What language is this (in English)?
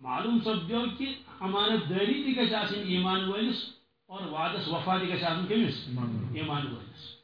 Kashmiri